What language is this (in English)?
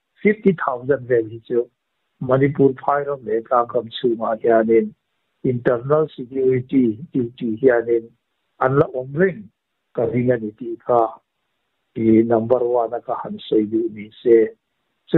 Mizo